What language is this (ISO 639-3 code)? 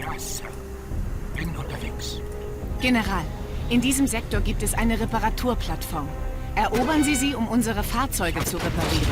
bar